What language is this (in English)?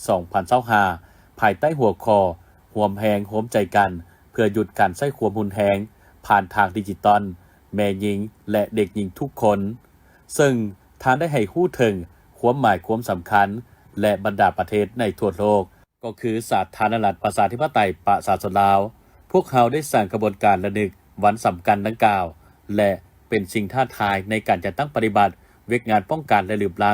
Lao